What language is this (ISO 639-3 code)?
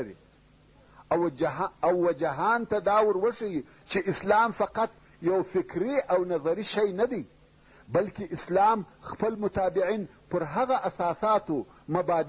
pus